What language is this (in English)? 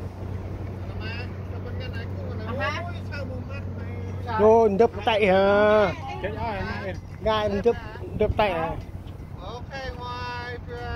Central Mnong